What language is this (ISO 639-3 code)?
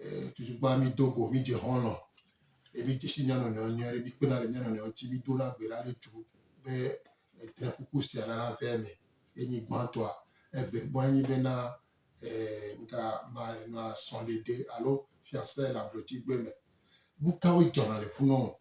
gej